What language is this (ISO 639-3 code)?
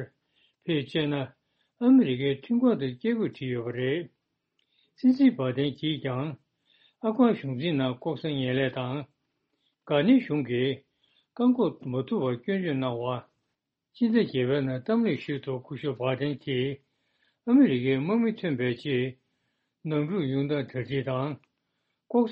bod